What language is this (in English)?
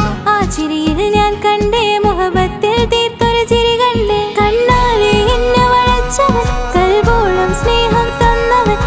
Malayalam